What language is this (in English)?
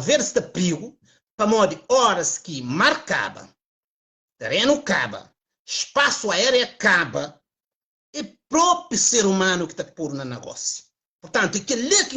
Kabuverdianu